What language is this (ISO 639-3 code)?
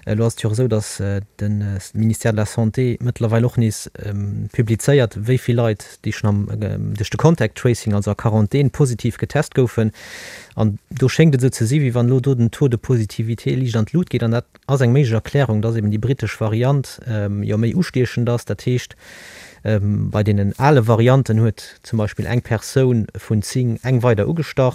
ltz